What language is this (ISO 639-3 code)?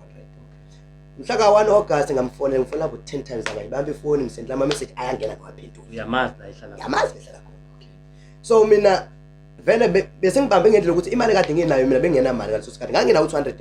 zul